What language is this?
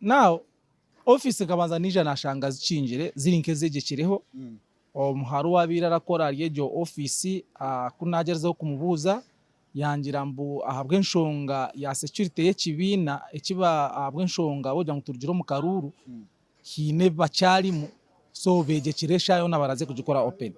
Nyankole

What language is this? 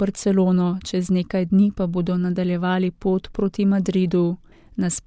Slovenian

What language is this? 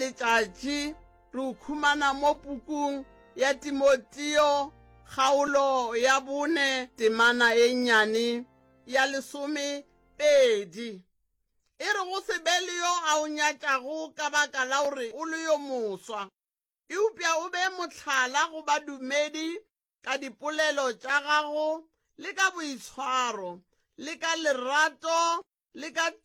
Northern Sotho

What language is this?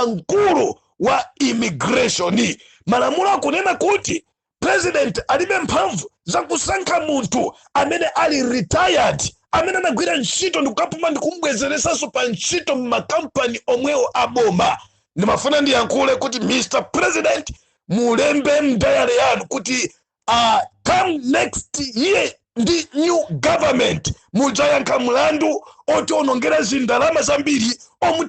Nyanja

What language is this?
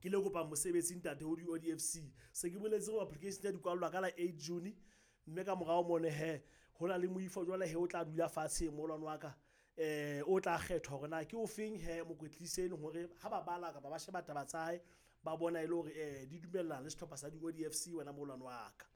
Southern Sotho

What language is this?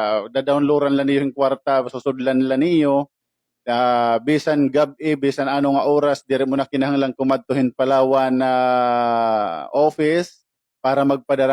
Waray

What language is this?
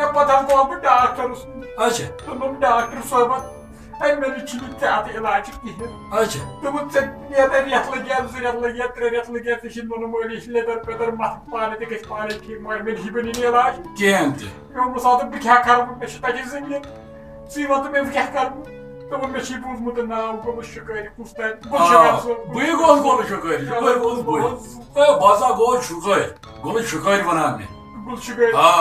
Kashmiri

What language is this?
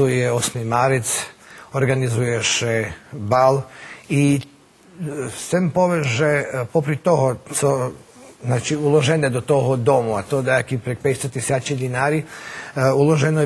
Rusyn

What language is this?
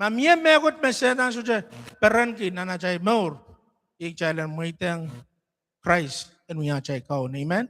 Pohnpeian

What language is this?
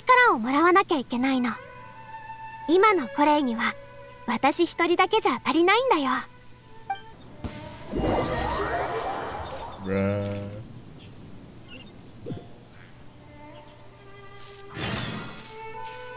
Japanese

